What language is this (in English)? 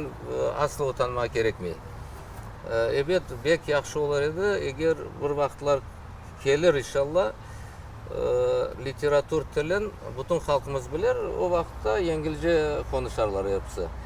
Crimean Tatar